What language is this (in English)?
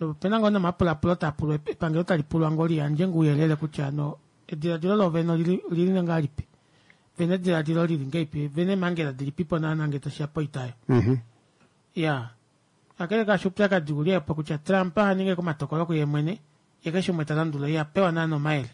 Kuanyama